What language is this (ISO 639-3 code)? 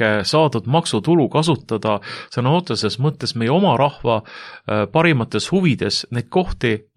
est